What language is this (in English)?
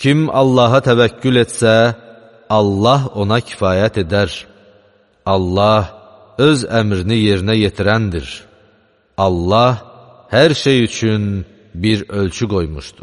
Azerbaijani